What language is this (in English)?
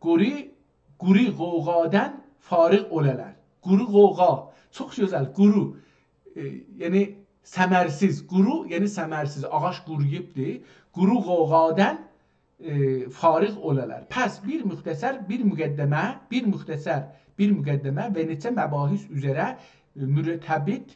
South Azerbaijani